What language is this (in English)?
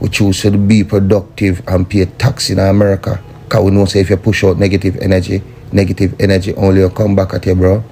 Jamaican Creole English